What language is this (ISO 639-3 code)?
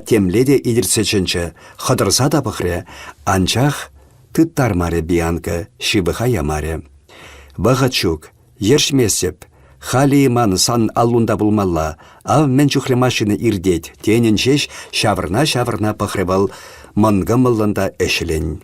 chv